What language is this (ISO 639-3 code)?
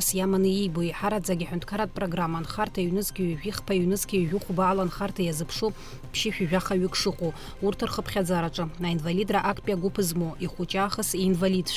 abk